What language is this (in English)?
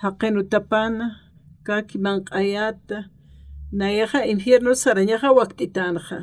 Aymara